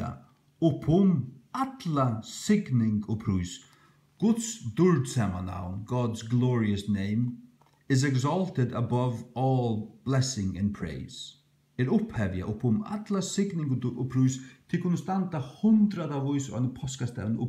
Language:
Faroese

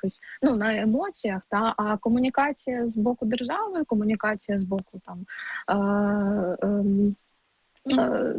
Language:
Ukrainian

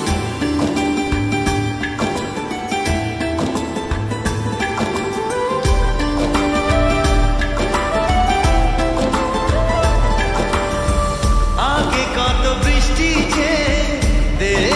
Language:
Bangla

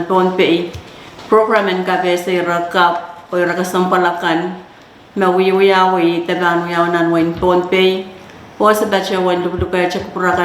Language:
Pohnpeian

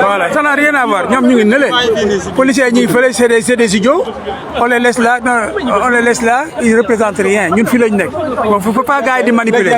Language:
Wolof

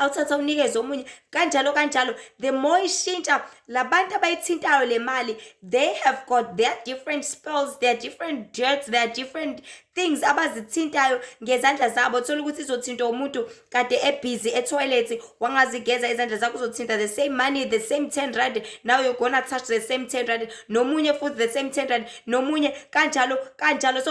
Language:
Zulu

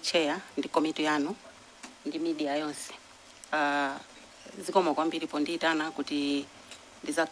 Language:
Nyanja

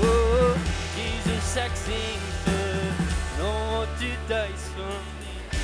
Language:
Plautdietsch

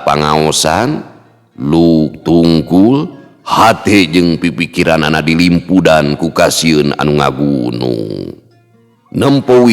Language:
Sundanese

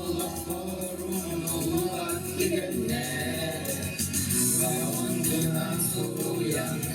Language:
Yakut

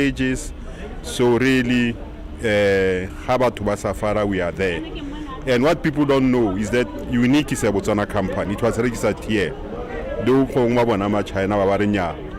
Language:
Tswana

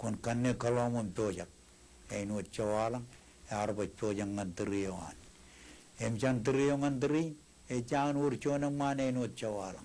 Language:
Marshallese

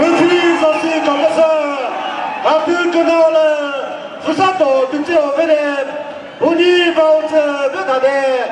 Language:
Chokri Naga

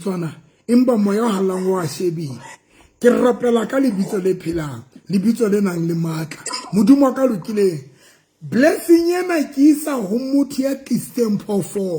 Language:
Southern Sotho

